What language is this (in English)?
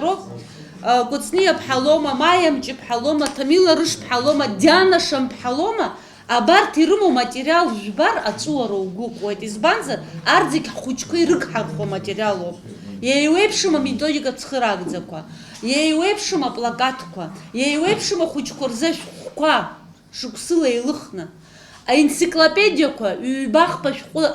Abkhazian